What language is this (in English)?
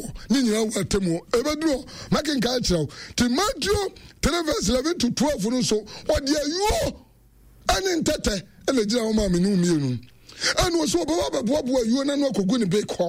Akan